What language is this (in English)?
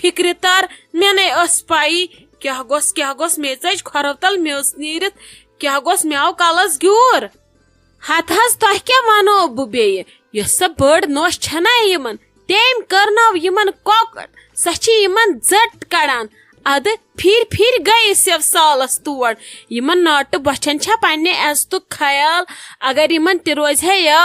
Kashmiri